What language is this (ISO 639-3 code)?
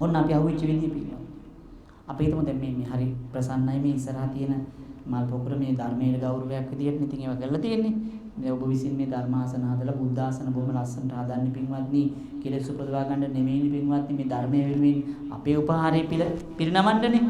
sin